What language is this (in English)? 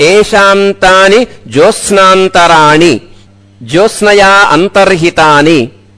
Sanskrit